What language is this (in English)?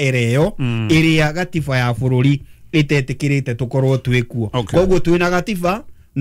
Kikuyu